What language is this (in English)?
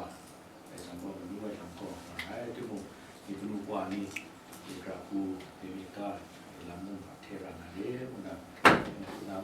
Kachin